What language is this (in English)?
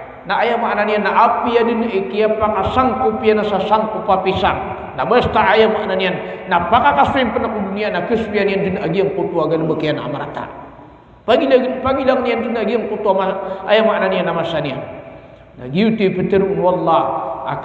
Maranao